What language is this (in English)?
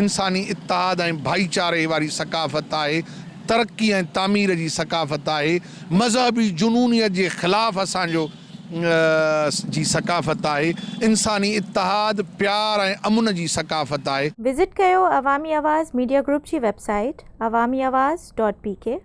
Sindhi